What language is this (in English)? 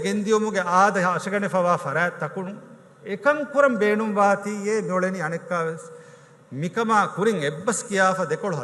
Divehi